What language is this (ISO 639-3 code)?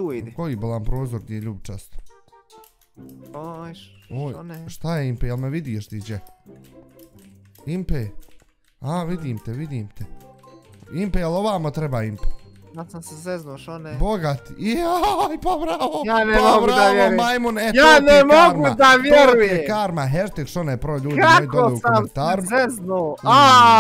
bos